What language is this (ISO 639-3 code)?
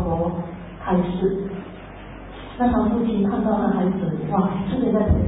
zho